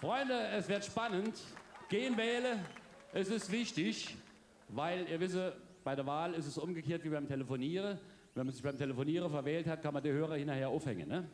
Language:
Palatine German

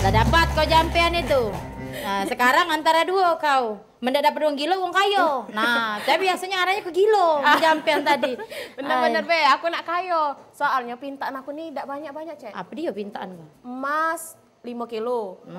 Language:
Musi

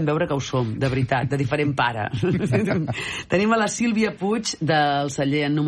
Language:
Catalan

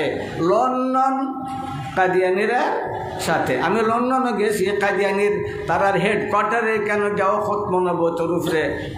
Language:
Sylheti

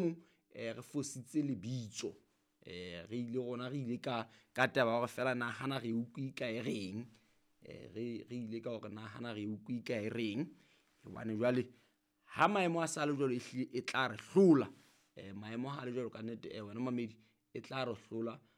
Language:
Southern Sotho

